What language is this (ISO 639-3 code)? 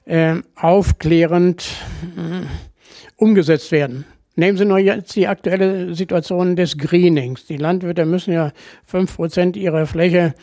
deu